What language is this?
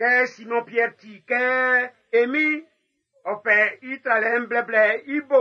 Baoulé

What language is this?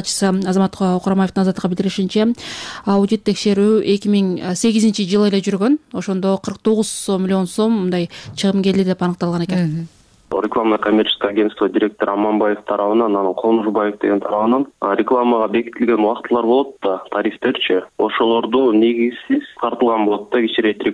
Kyrgyz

